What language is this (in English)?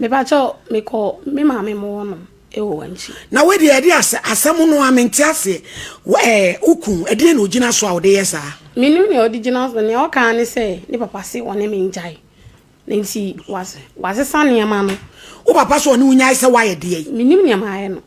Akan